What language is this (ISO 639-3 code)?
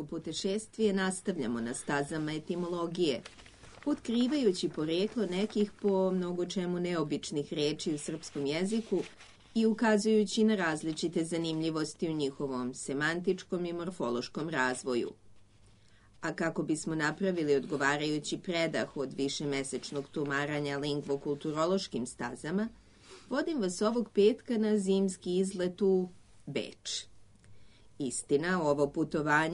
srp